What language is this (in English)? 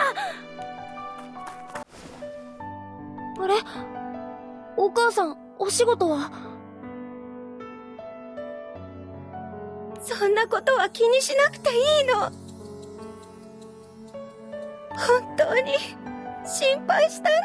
Japanese